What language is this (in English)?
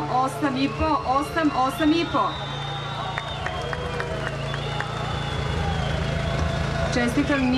Serbian